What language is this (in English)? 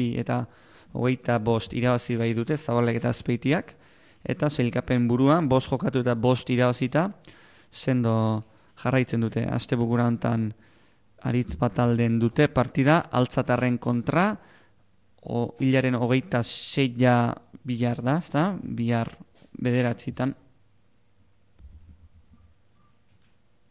Basque